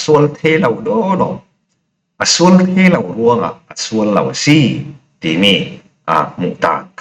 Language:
Falam Chin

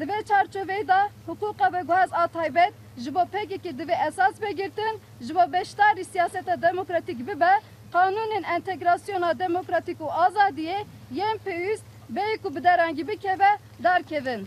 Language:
Kurdish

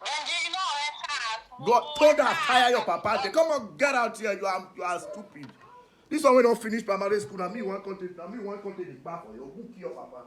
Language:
Nigerian Pidgin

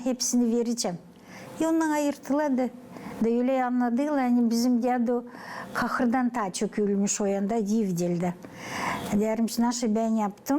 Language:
Gagauz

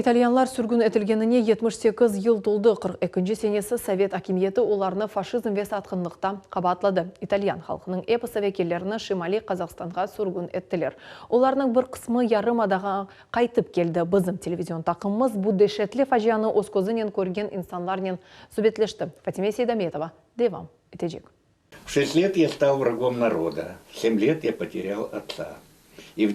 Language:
Crimean Tatar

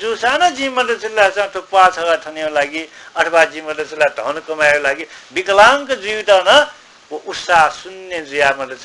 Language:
Newari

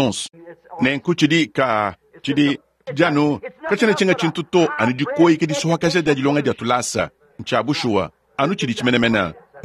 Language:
Luba-Lulua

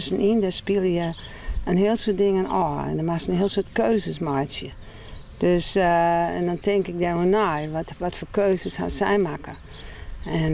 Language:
Western Frisian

